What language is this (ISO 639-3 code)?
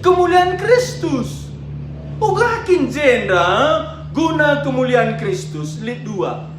btx